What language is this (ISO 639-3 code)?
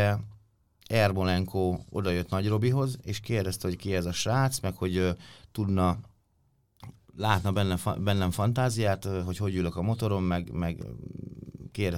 hun